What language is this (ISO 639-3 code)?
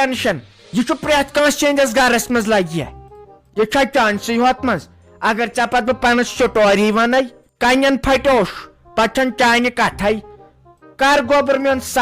kas